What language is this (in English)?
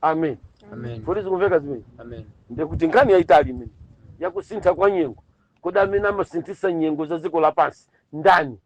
Nyanja